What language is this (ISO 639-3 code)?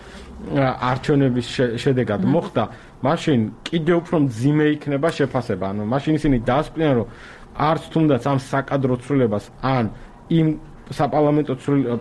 kat